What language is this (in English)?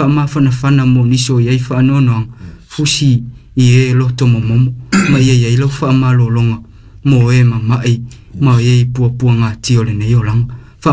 Samoan